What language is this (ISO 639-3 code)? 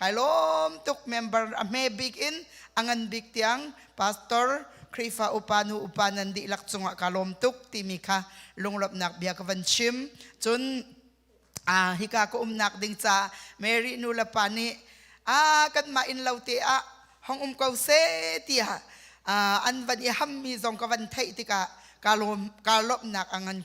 cnh